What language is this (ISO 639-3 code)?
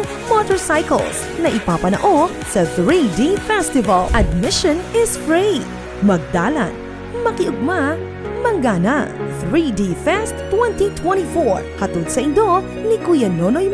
bik